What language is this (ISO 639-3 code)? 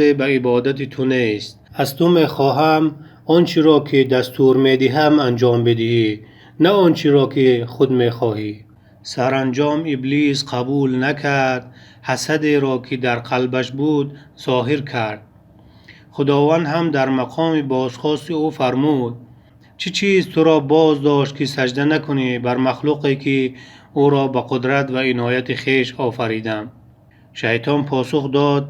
tgk